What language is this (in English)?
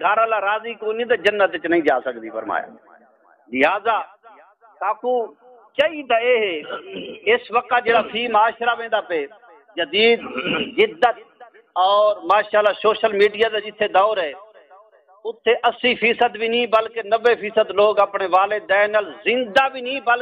Saraiki